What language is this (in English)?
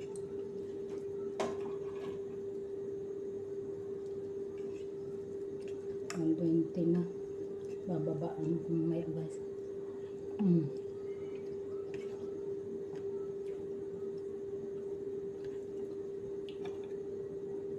Filipino